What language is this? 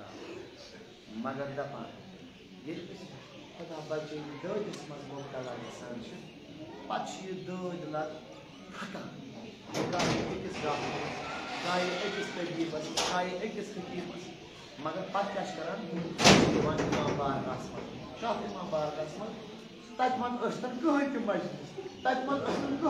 Kashmiri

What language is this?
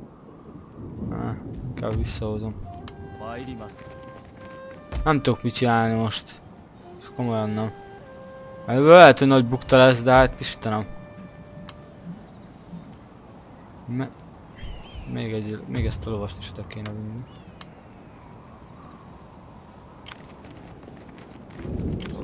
Hungarian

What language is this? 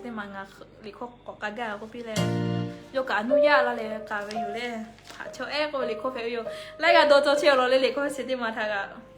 Lahu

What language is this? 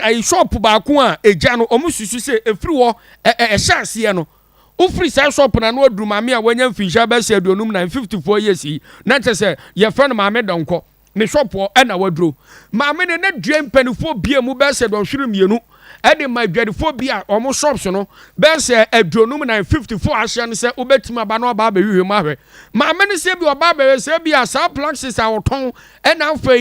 Akan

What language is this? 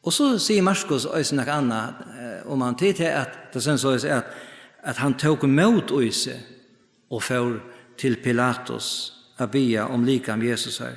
Faroese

